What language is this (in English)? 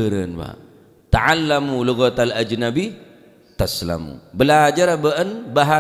Madurese